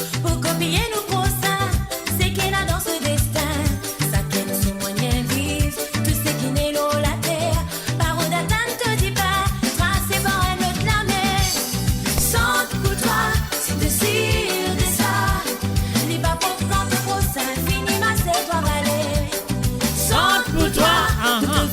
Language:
Morisyen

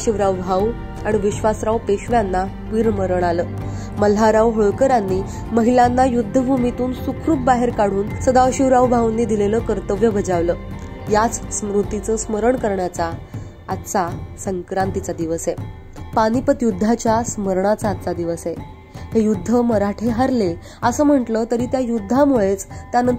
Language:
Marathi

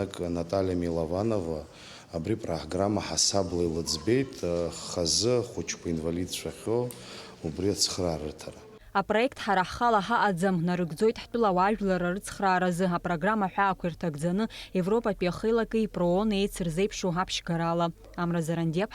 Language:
Abkhazian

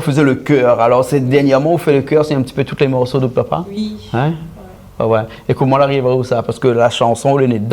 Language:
Réunion Creole French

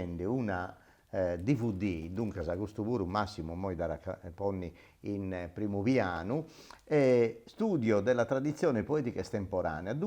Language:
Sardinian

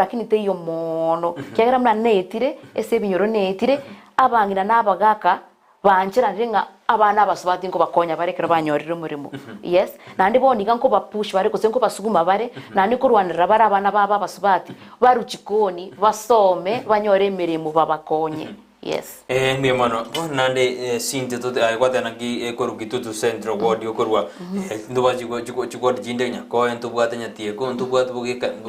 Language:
Gusii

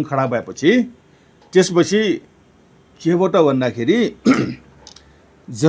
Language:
Nepali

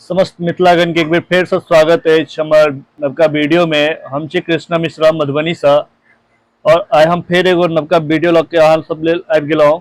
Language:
Maithili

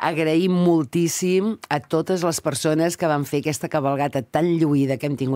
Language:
Catalan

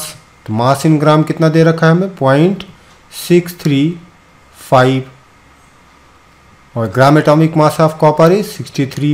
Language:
Hindi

